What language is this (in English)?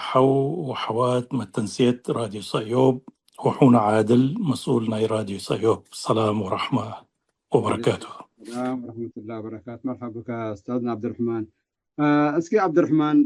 Tigre